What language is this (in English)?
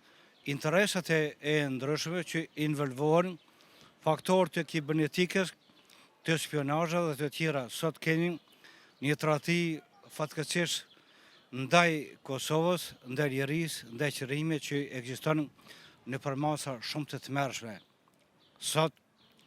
Albanian